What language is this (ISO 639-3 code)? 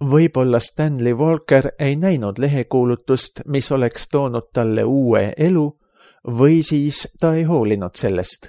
est